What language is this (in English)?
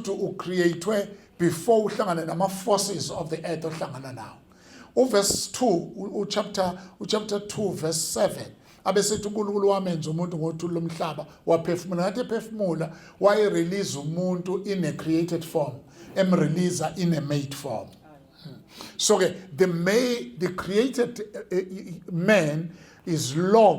Zulu